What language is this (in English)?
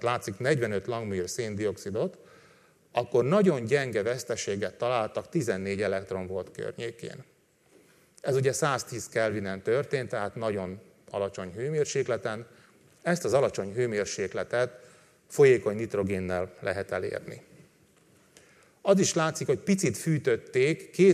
Hungarian